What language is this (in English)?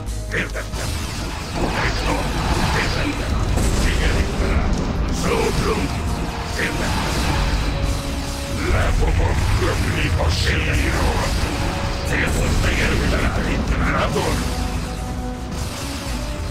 Hungarian